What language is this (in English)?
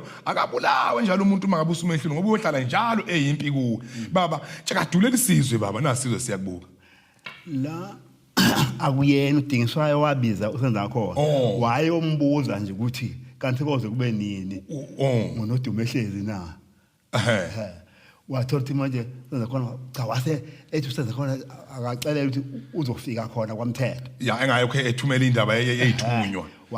Zulu